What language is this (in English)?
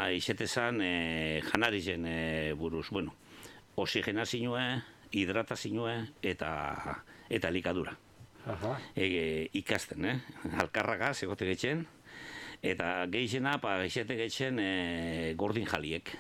Basque